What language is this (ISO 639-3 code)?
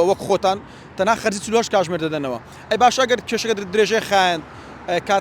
ckb